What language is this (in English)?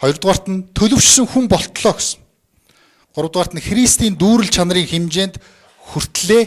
Mongolian